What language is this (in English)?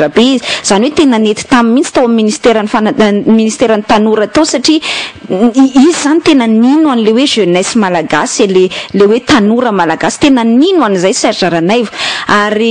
Malagasy